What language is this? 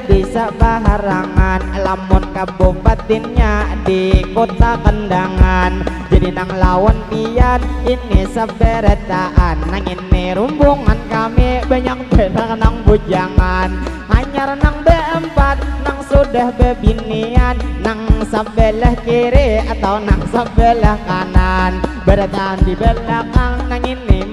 Banjar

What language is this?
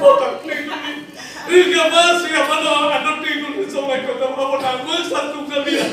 Kok Borok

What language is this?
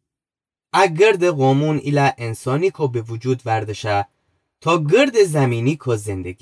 Gilaki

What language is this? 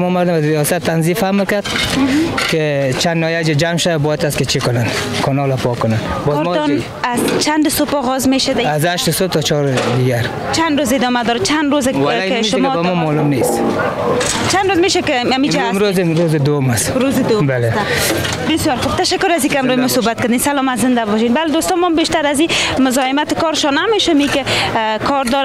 Persian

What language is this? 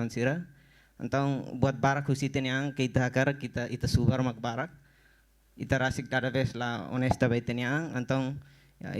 Tetum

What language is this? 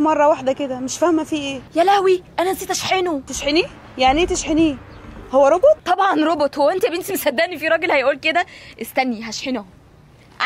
Egyptian Arabic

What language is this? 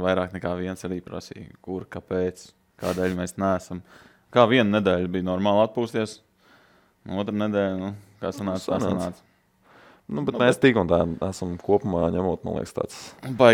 Latvian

